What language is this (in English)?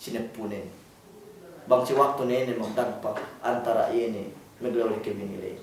Yakan